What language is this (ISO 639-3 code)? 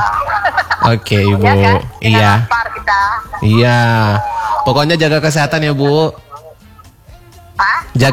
ind